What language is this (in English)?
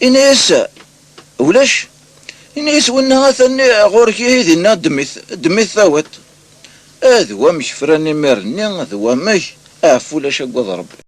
Kabyle